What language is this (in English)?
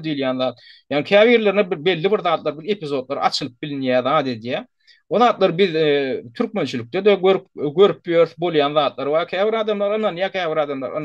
Turkmen